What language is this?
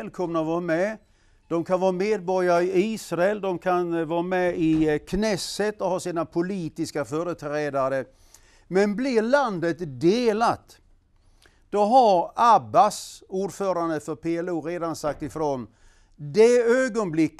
Swedish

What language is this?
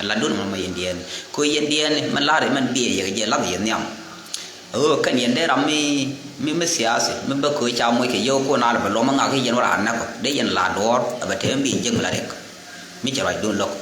Nuer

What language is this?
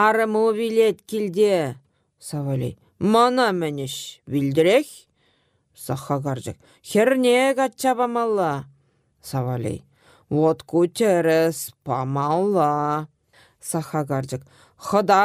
Chuvash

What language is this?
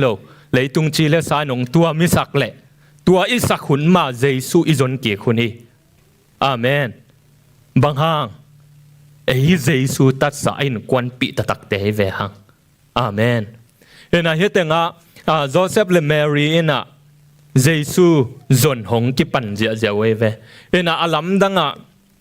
Tedim Chin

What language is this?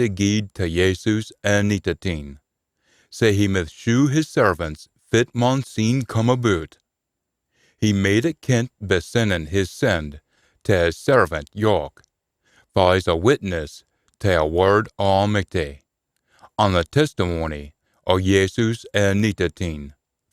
Scots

